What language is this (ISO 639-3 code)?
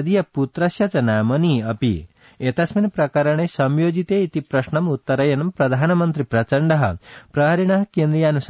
san